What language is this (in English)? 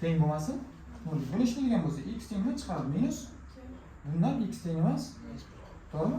Uzbek